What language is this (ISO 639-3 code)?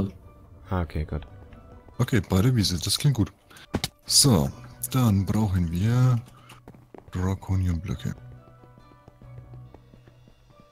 deu